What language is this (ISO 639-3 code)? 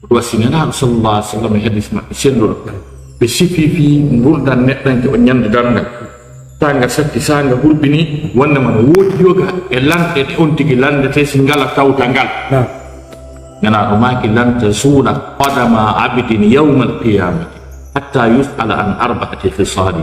ful